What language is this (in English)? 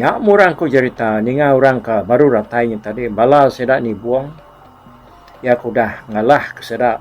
Iban